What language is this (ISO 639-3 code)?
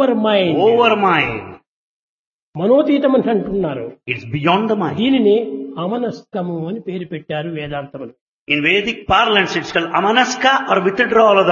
tel